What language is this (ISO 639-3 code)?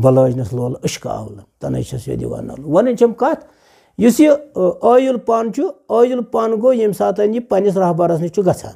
kas